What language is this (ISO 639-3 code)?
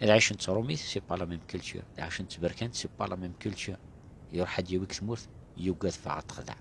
kab